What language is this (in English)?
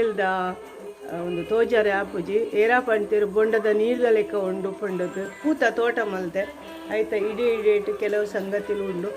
Tulu